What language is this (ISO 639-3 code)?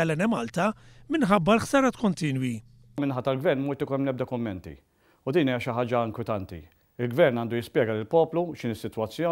mlt